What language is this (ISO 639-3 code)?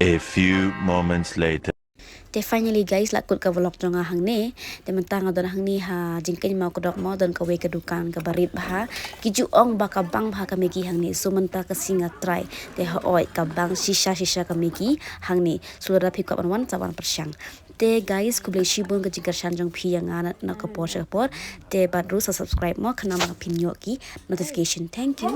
kha